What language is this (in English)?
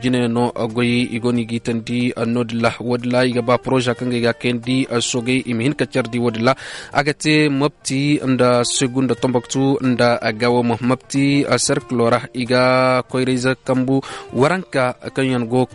Koyraboro Senni